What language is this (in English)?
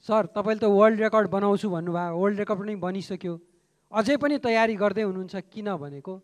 Nepali